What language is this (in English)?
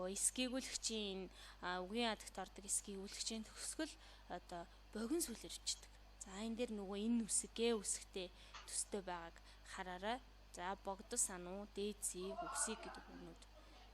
Mongolian